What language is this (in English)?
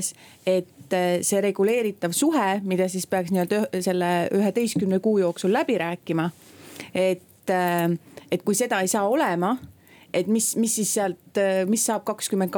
Estonian